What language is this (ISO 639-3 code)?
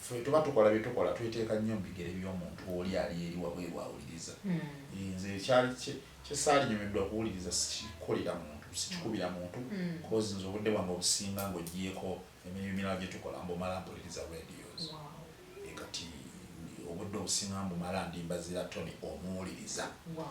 lug